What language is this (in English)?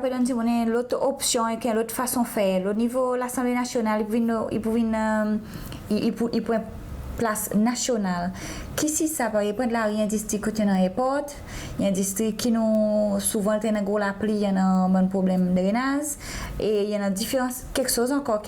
Seselwa Creole French